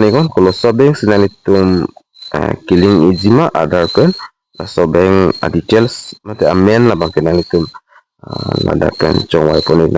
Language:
Karbi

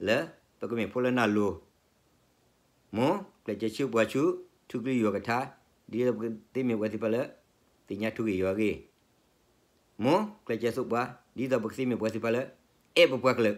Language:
S'gaw Karen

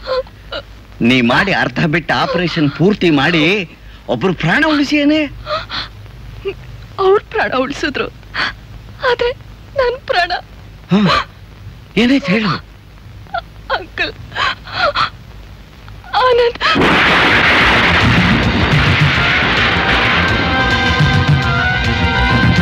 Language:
Kannada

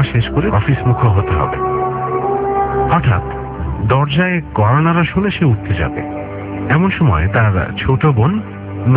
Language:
Bangla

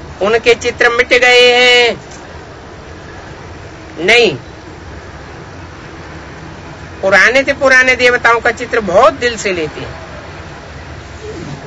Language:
Hindi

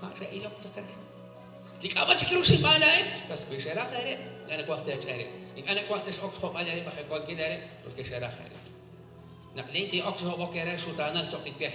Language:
Kekchí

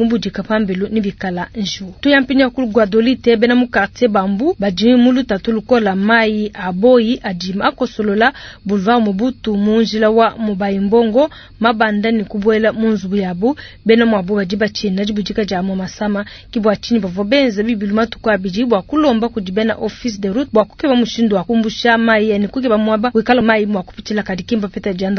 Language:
Luba-Lulua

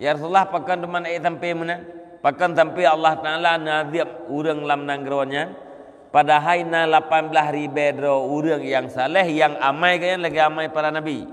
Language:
Achinese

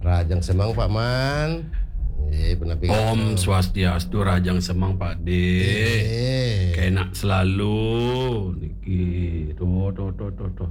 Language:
Balinese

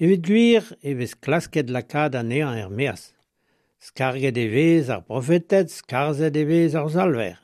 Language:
Breton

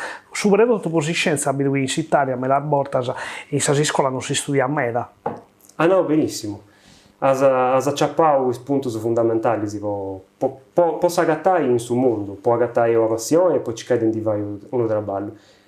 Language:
Sardinian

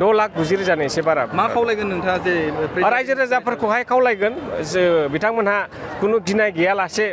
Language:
Bodo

